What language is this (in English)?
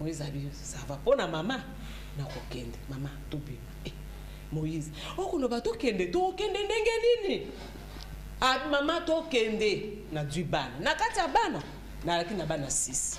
Lingala